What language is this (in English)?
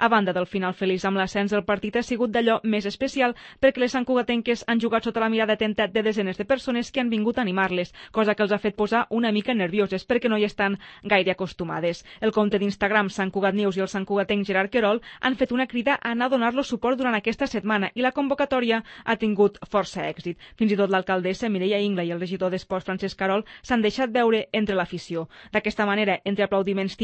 Catalan